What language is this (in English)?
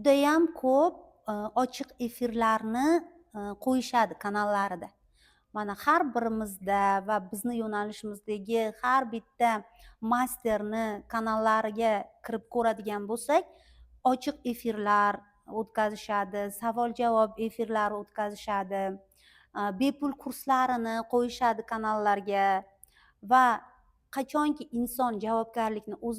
Uzbek